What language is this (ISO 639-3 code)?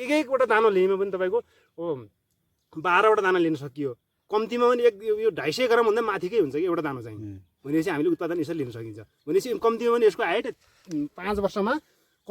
nep